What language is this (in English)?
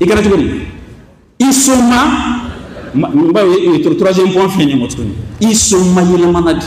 Bambara